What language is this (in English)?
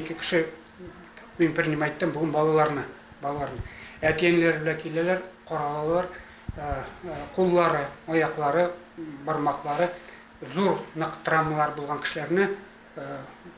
Tatar